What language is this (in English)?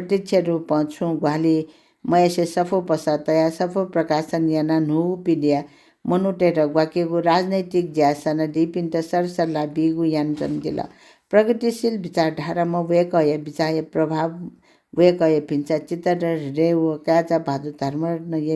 Newari